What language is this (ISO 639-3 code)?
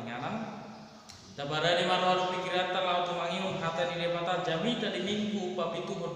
bbc